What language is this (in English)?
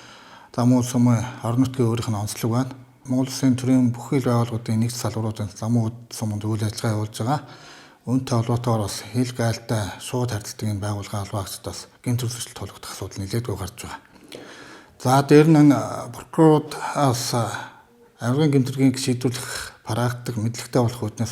Mongolian